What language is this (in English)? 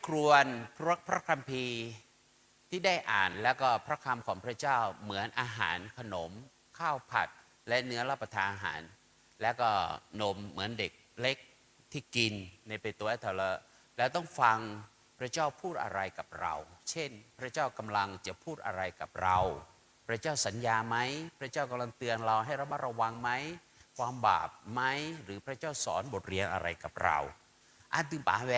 Akha